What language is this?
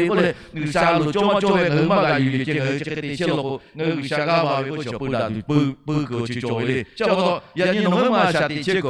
Lahu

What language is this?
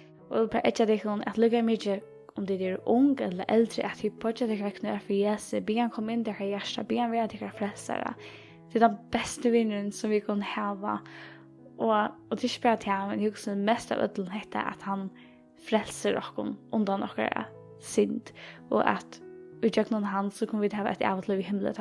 Faroese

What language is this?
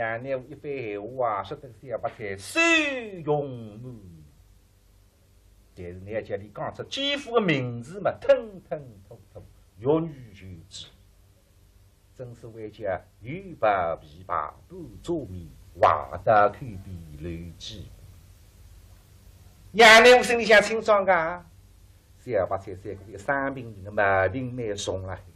Wu Chinese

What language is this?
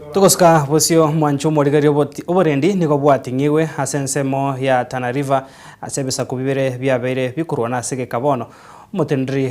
Gusii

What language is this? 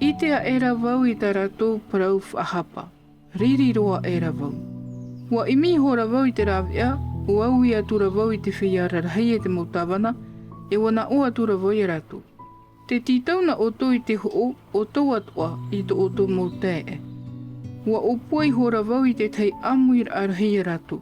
Tahitian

